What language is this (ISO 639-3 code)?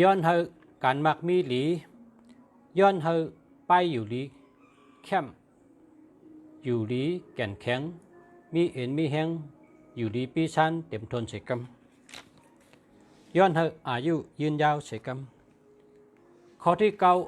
shn